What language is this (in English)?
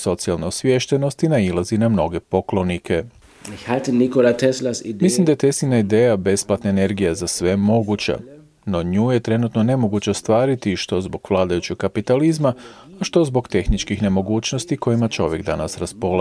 Croatian